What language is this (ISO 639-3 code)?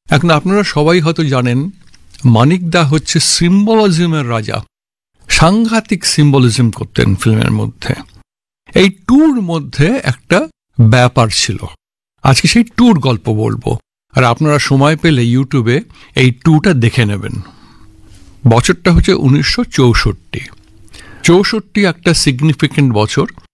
ben